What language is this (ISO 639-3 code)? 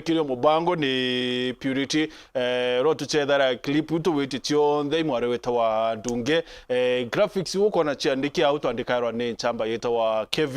mer